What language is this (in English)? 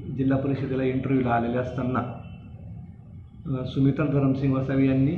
Marathi